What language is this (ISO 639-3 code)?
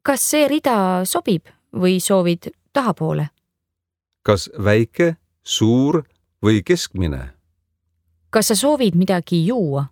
est